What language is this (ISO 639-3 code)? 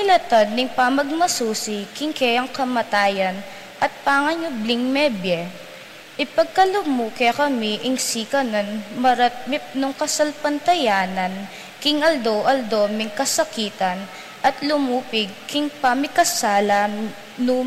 pam